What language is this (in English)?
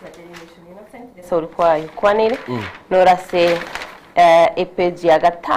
Gusii